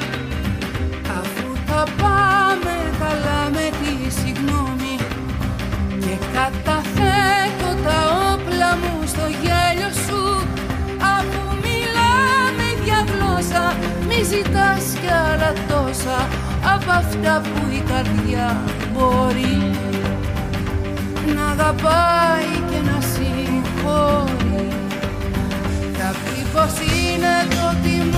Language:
Greek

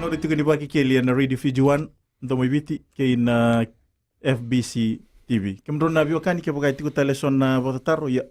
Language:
Fijian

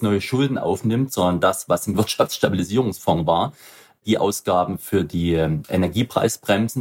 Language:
German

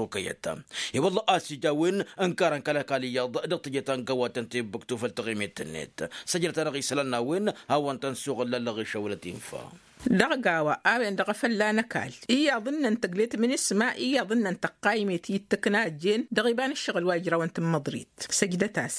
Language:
Tamasheq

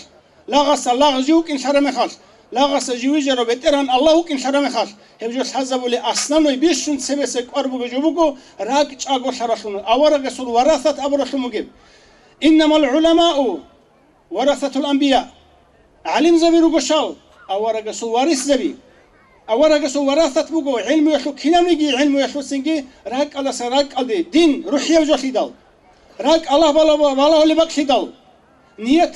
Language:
Avaric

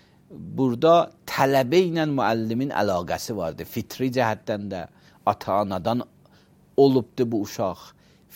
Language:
Azerbaijani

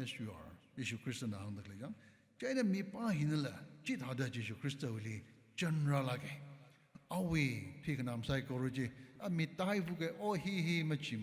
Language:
Tangkhul Naga (India)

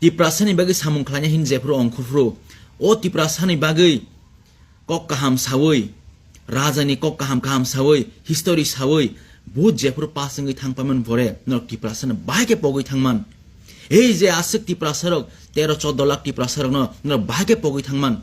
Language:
Kok Borok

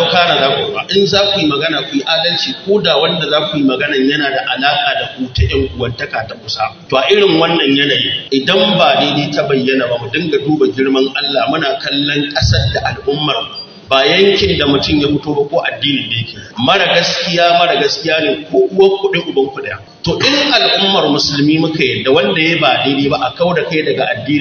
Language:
Hausa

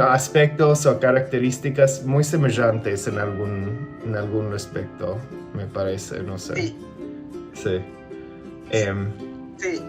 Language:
Ladino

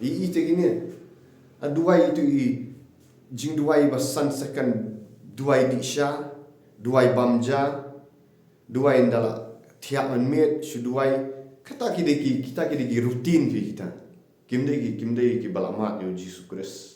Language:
Khasi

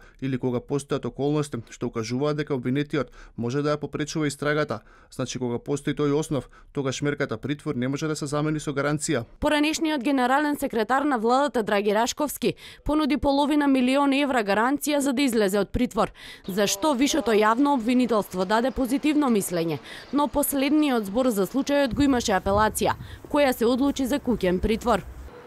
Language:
Macedonian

